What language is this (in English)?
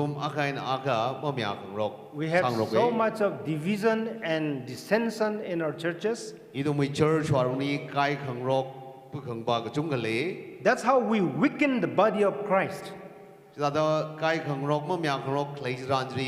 Tangkhul Naga (India)